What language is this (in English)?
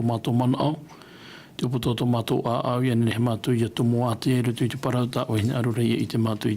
Tahitian